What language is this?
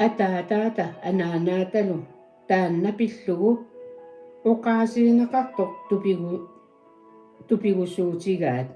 Kalaallisut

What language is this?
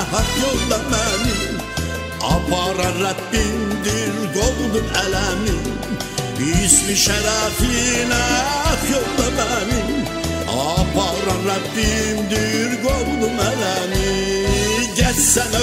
South Azerbaijani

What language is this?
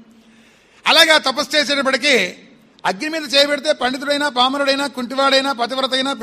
Telugu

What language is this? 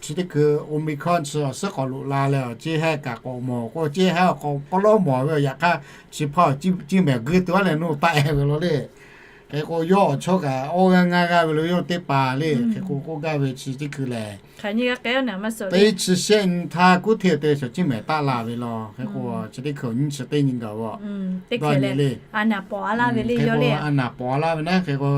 Lahu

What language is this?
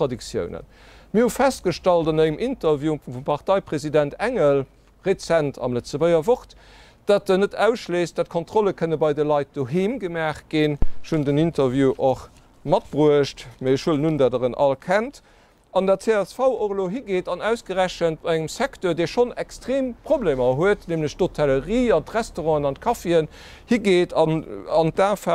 Luxembourgish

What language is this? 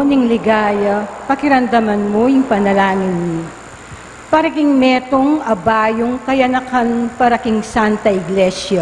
Pampanga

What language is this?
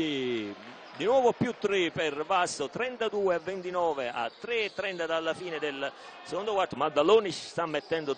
Italian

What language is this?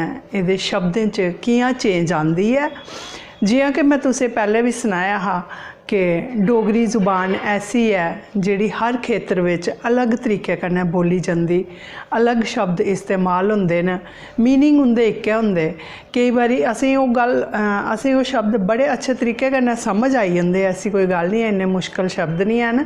Dogri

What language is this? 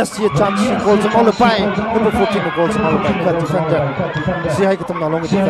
Tangkhul Naga (India)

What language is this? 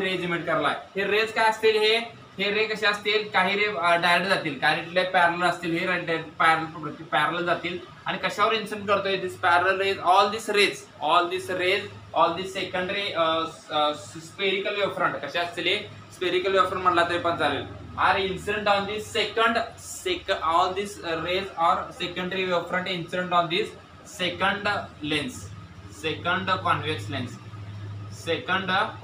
Marathi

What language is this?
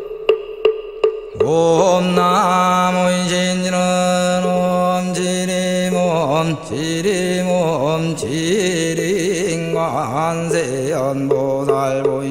Korean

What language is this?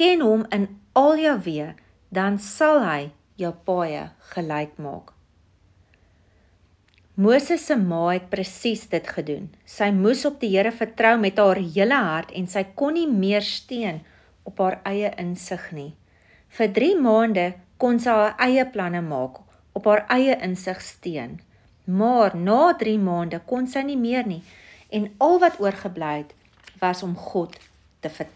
Afrikaans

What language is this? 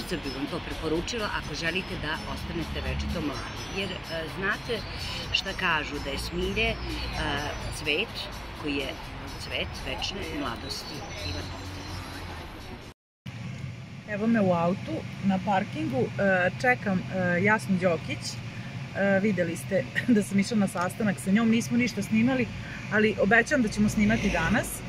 Serbian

